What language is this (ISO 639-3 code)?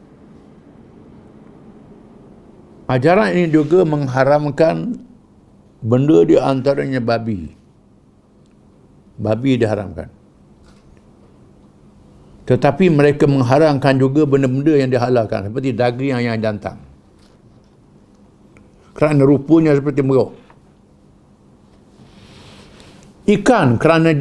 msa